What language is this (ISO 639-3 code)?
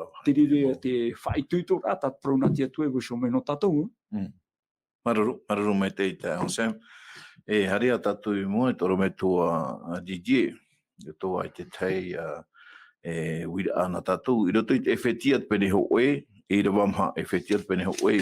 tah